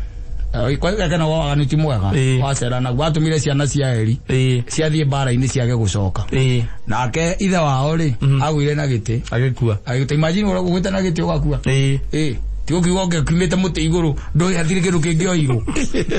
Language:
Kikuyu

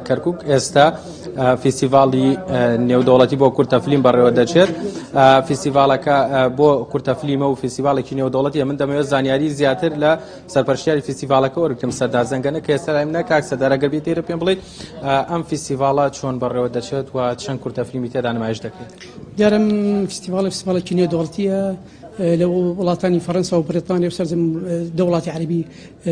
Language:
Central Kurdish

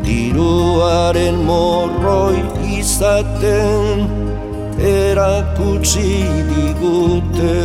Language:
Basque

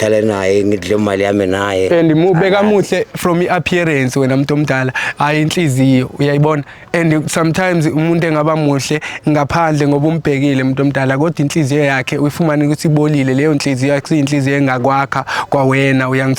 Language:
Zulu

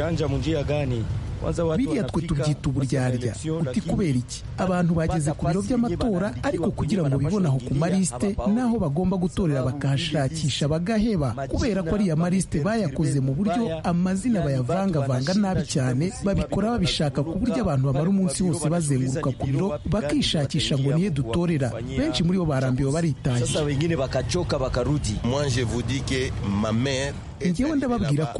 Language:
Kinyarwanda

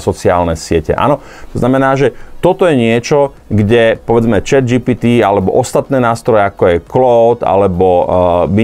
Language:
Slovak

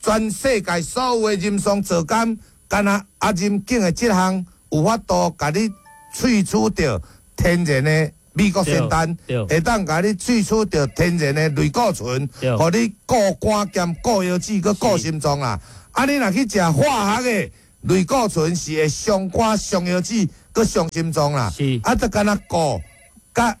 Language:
Min Nan Chinese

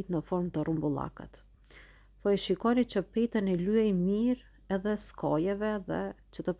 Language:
Albanian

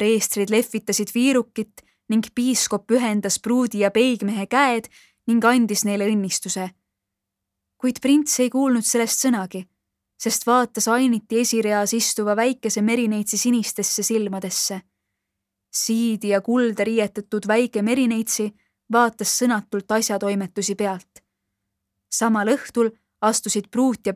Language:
Estonian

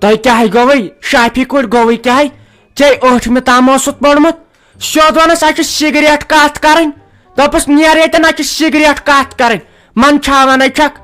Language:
Kashmiri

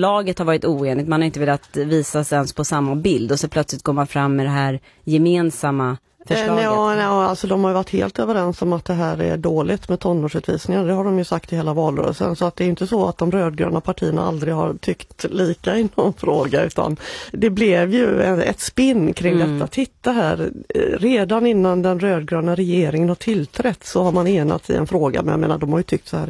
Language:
Swedish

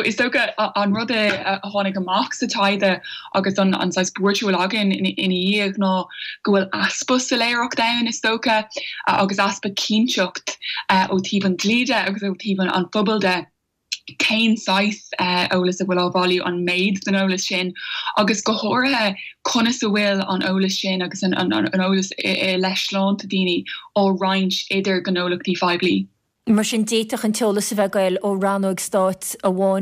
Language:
Irish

